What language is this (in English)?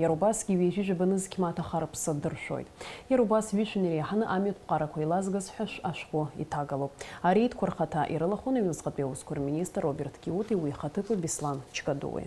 Abkhazian